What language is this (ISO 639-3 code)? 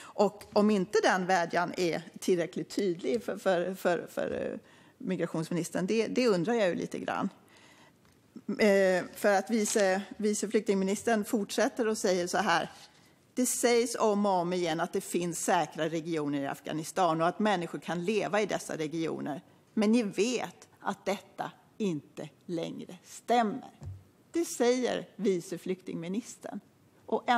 swe